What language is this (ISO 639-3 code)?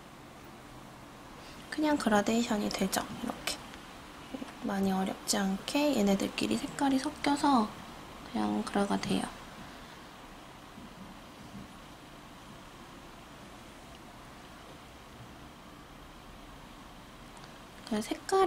kor